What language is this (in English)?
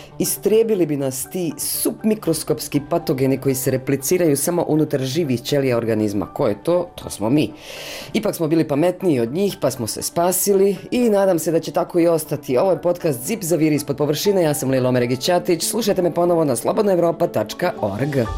Bosnian